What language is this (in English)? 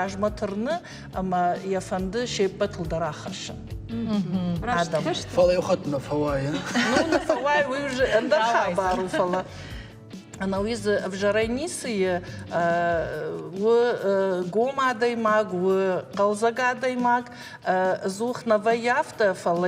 Ossetic